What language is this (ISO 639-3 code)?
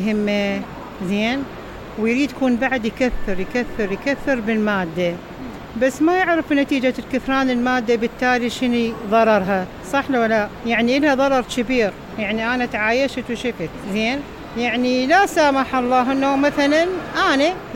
acm